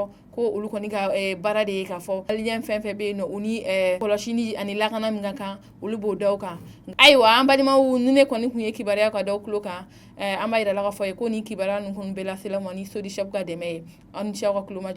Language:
Bambara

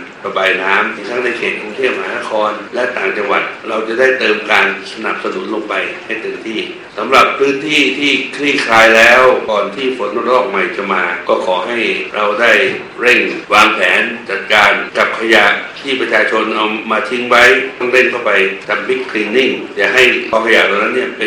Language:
Thai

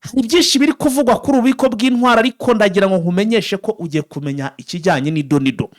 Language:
Kinyarwanda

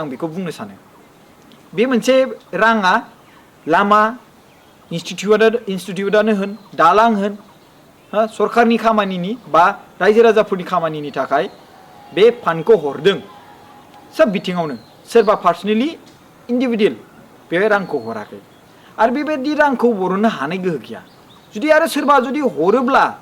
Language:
Bodo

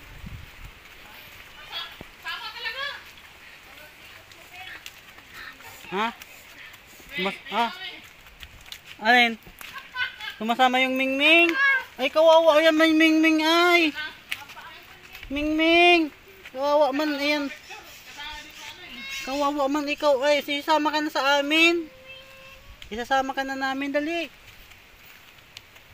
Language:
Filipino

